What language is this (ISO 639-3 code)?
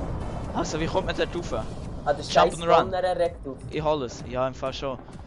gsw